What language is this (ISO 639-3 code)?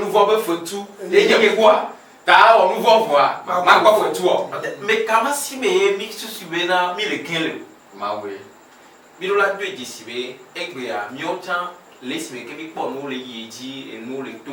ewe